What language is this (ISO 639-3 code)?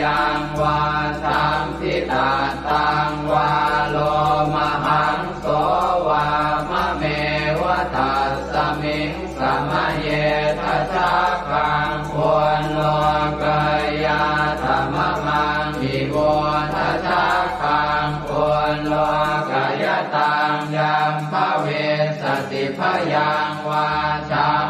pli